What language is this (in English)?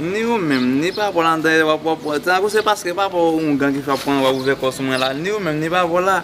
Haitian Creole